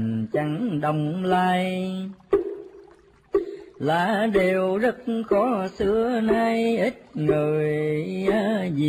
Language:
Vietnamese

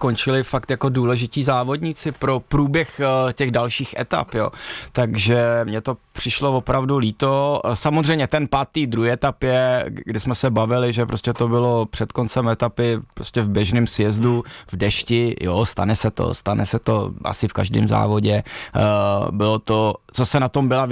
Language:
Czech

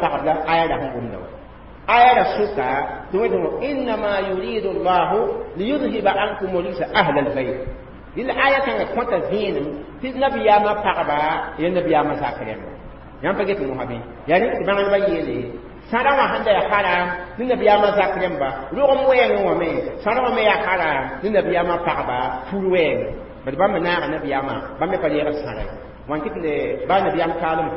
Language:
Mossi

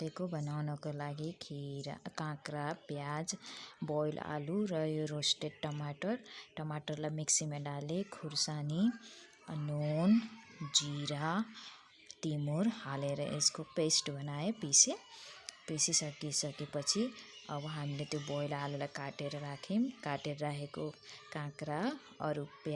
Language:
Nepali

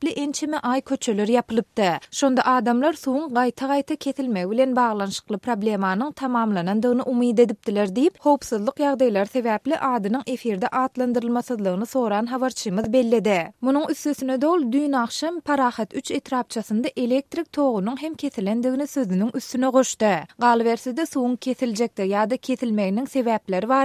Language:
Turkmen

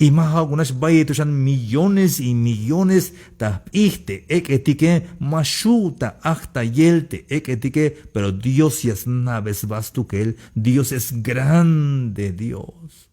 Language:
Tzeltal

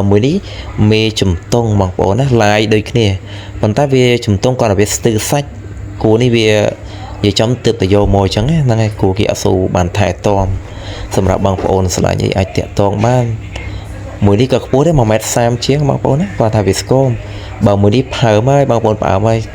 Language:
Khmer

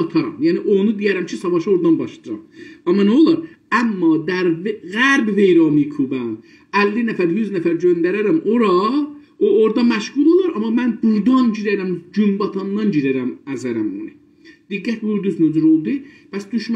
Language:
South Azerbaijani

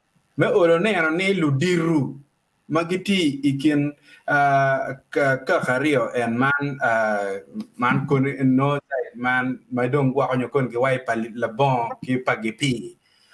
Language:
Acoli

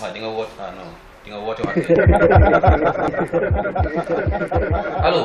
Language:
Wolof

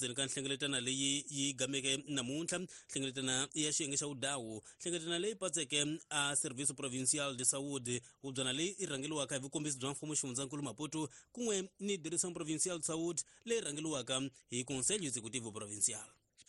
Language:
Tsonga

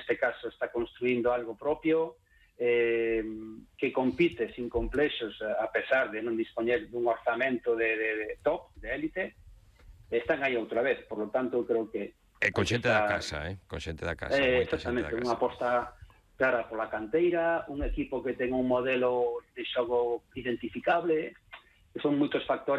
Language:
Galician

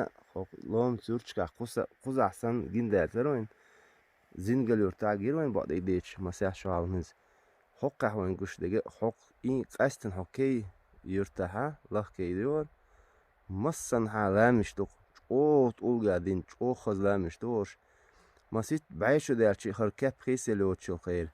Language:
Chechen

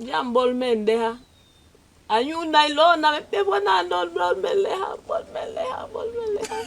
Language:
Basaa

